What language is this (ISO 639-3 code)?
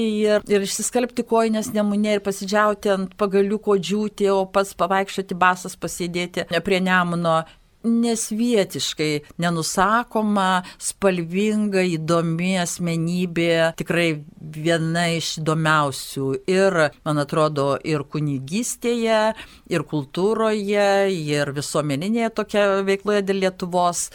lit